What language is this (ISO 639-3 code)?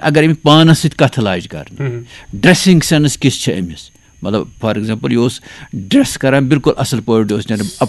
kas